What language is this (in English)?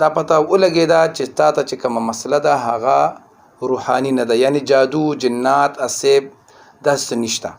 Pashto